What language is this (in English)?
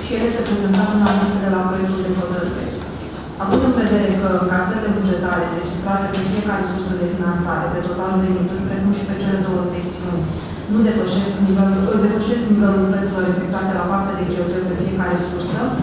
Romanian